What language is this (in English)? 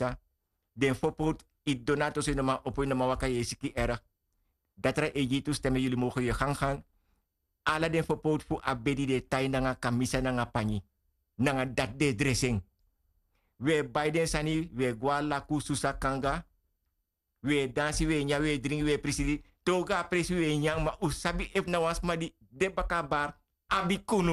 Sranan Tongo